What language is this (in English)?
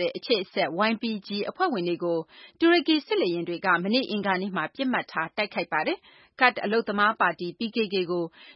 Burmese